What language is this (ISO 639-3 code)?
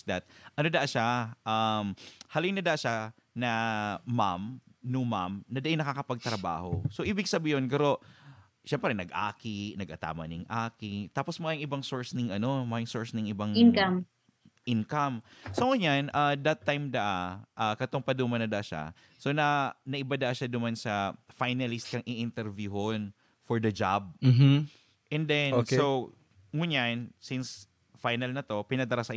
bik